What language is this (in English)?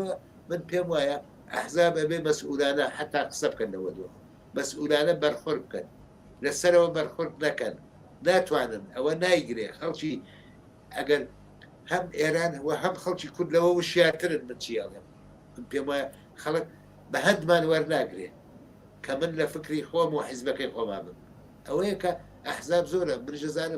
Central Kurdish